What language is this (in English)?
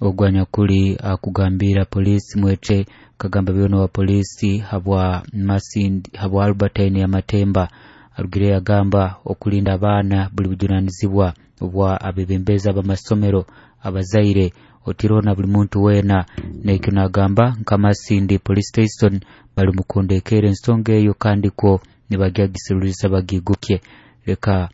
Nyoro